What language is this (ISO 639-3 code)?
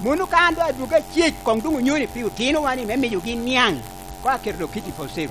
laj